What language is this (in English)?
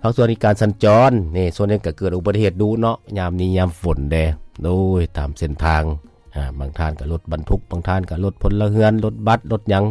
Lao